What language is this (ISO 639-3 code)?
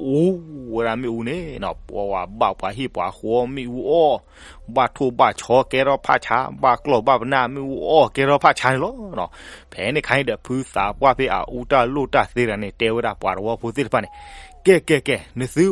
ksw